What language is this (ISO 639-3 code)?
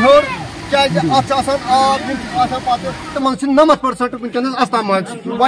kas